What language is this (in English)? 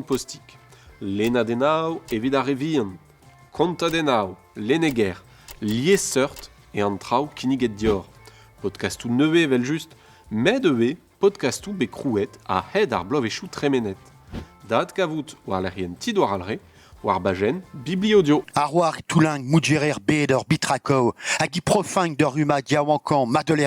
Breton